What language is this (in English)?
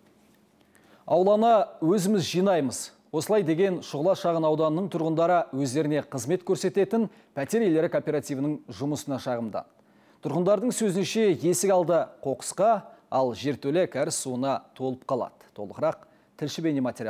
Kazakh